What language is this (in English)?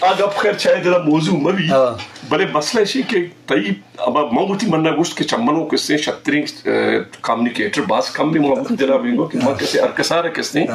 Eastern Balochi